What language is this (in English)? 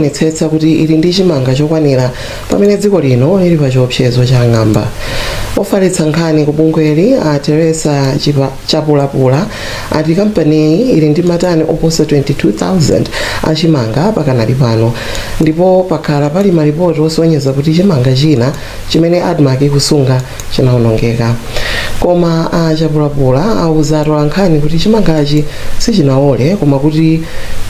Nyanja